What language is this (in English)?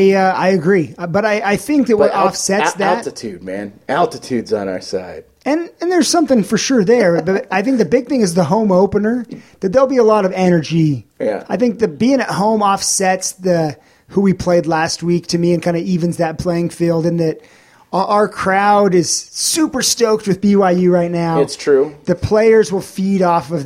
English